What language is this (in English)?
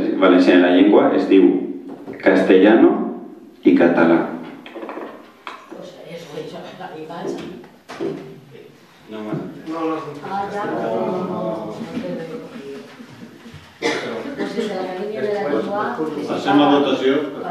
Catalan